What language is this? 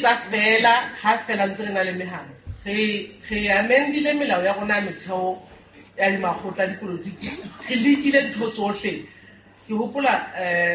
Southern Sotho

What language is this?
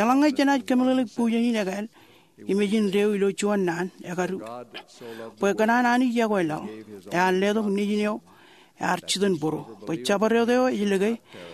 Marshallese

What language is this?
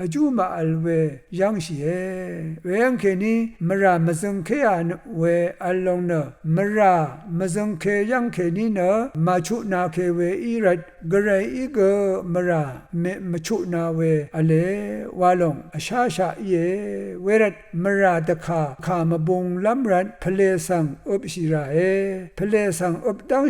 Rawang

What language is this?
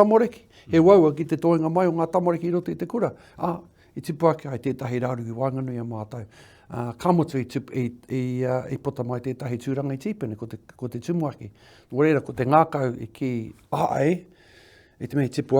Māori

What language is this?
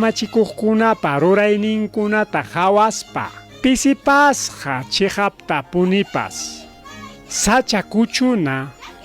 Ayacucho Quechua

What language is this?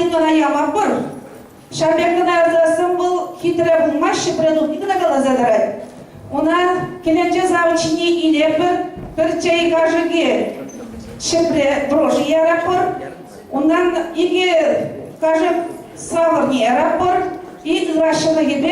Chuvash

